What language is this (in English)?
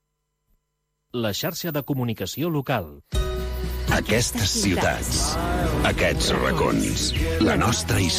Catalan